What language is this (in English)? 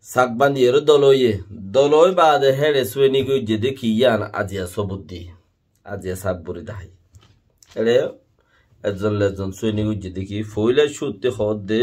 Rohingya